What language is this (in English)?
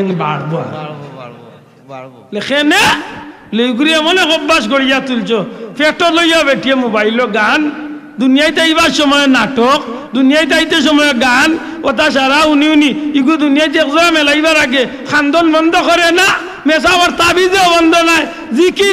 Sylheti